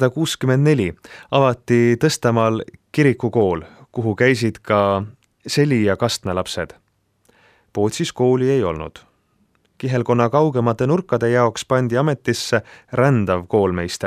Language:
Estonian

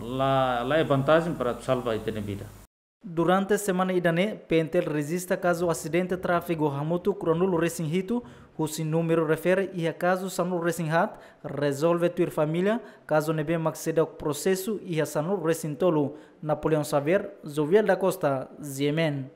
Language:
Tetum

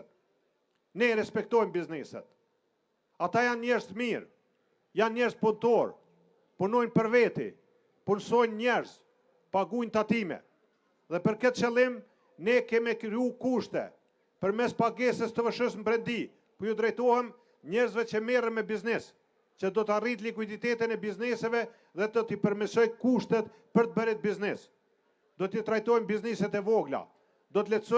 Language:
Albanian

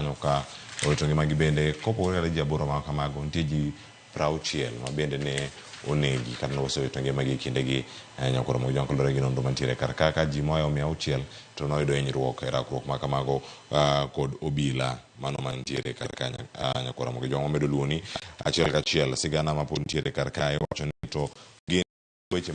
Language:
Luo (Kenya and Tanzania)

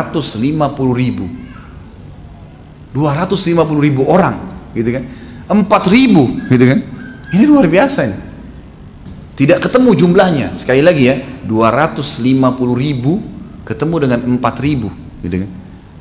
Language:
Indonesian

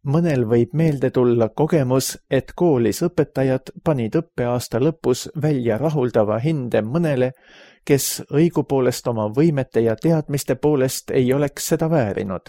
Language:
Estonian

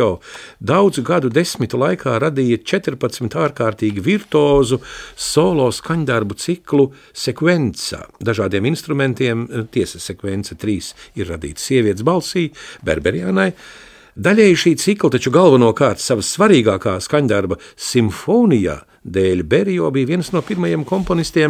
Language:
Latvian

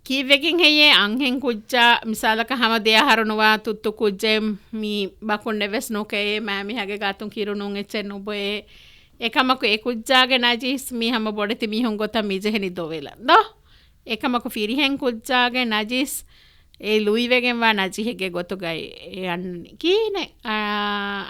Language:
Divehi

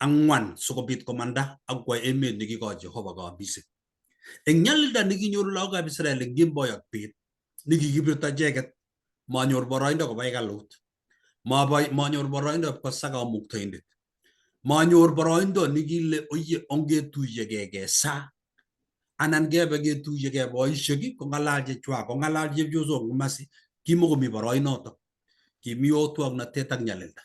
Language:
Kalenjin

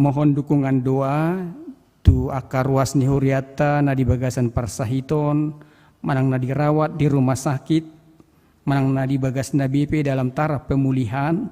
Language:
Batak Toba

